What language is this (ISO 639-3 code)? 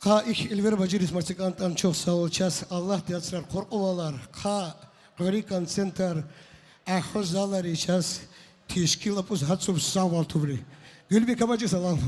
tab